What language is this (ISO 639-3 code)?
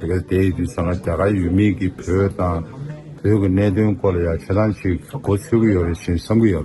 bod